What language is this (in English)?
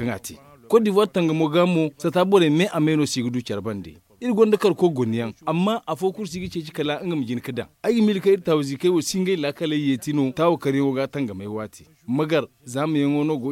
Zarma